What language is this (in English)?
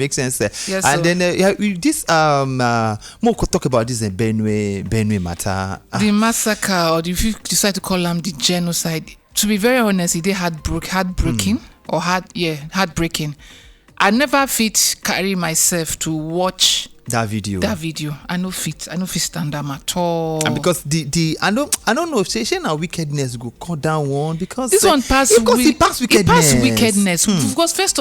Nigerian Pidgin